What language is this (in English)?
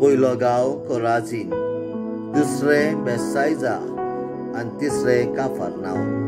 Konkani